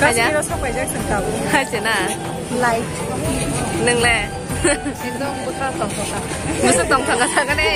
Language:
Kok Borok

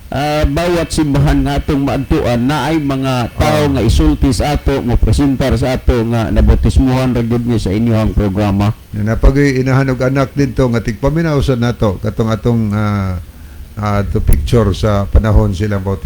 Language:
Cebuano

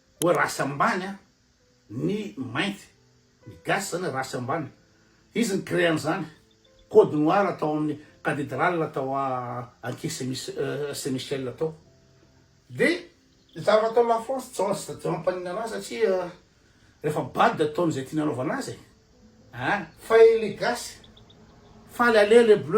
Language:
Malagasy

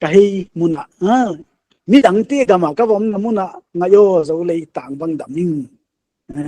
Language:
Paite Chin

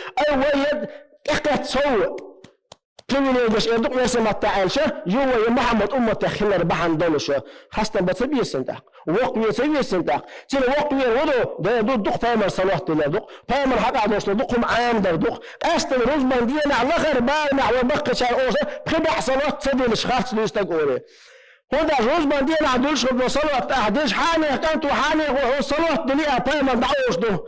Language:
Chechen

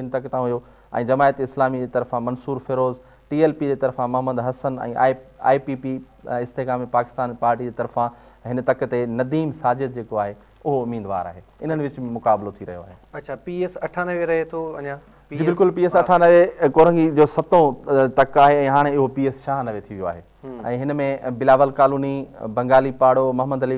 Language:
Sindhi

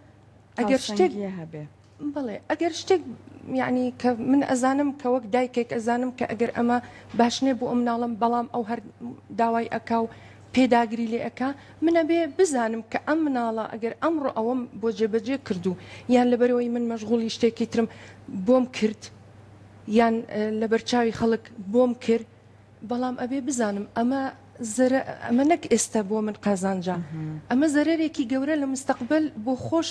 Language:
Central Kurdish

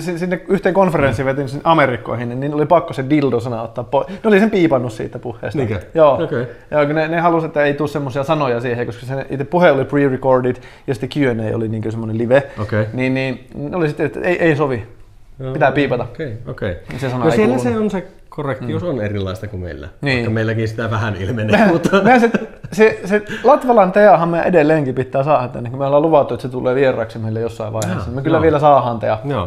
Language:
Finnish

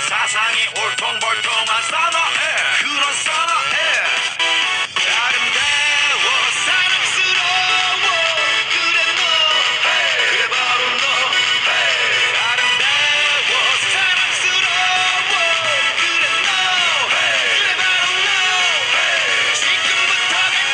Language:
Korean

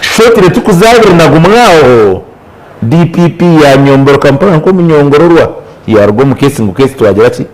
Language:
Nyankole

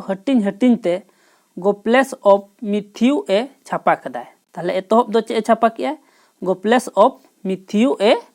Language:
Santali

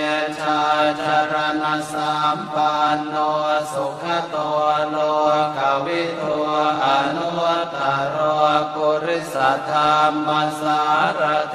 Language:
Pali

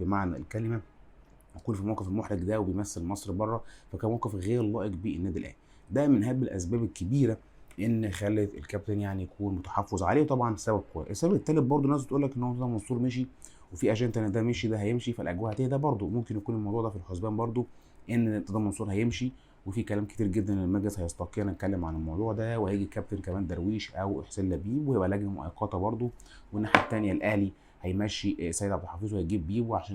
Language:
Egyptian Arabic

